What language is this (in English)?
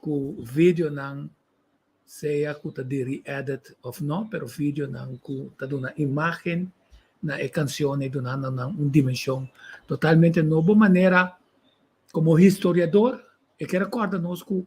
Papiamento